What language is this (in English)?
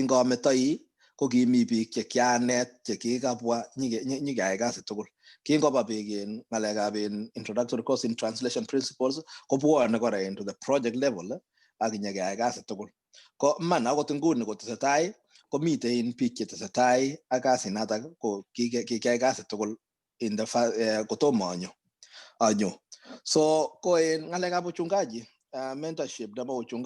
Kalenjin